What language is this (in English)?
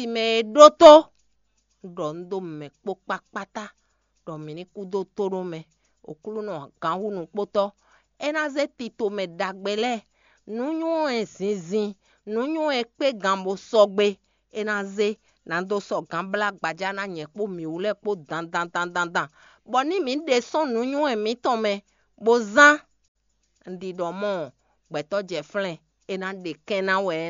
Fon